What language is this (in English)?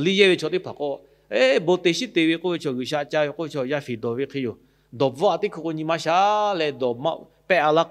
Lahu